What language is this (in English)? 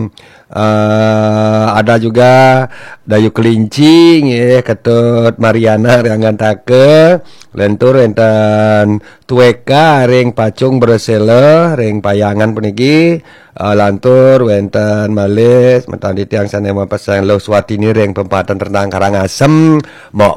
Balinese